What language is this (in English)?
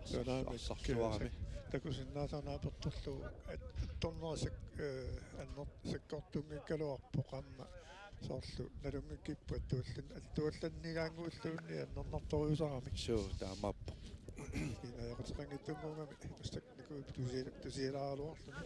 Kalaallisut